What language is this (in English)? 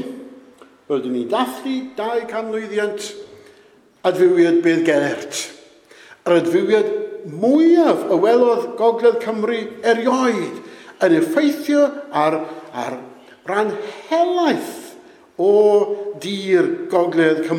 Welsh